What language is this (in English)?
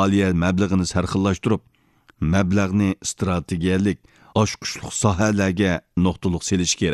Uyghur